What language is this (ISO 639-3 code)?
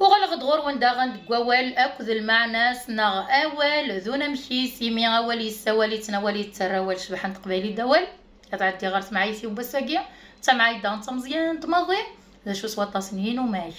kab